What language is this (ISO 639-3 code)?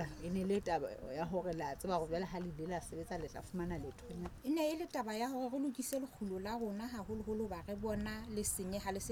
sot